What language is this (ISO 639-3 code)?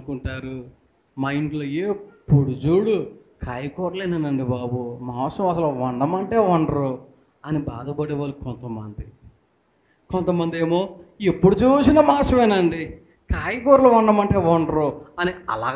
tel